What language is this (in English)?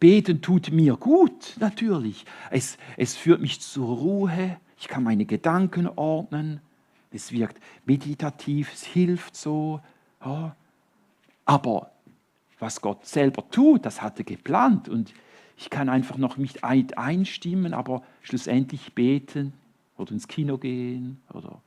Swiss German